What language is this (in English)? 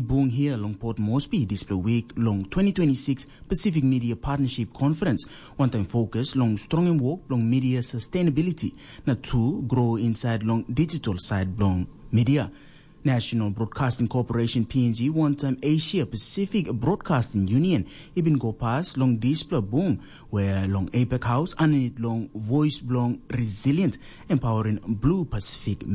Tok Pisin